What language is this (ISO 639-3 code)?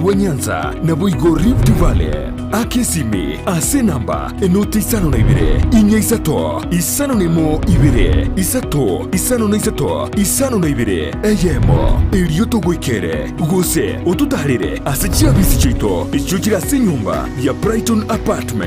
guz